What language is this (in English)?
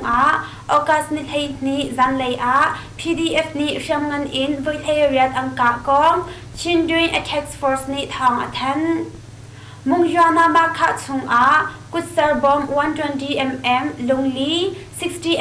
Hakha Chin